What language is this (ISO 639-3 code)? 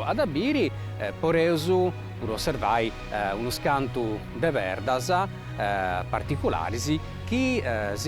srd